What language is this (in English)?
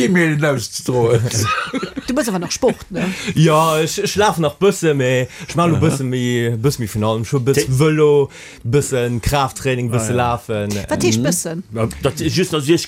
Luxembourgish